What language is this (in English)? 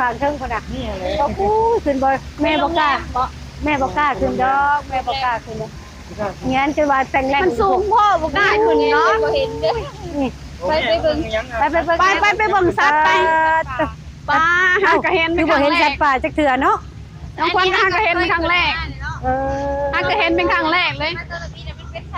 Lao